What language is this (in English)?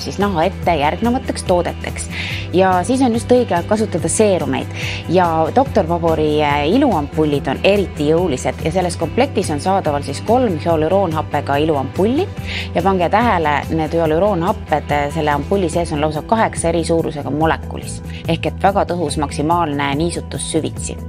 Estonian